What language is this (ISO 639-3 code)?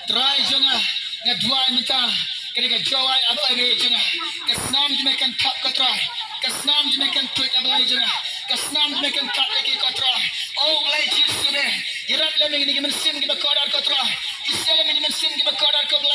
kha